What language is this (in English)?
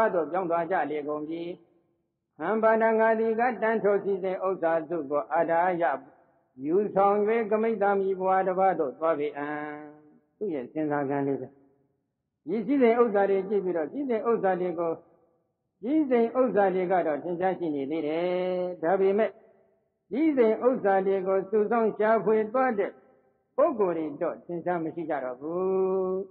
Burmese